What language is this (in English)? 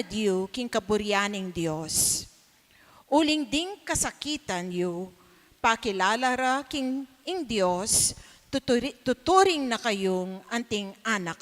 Pampanga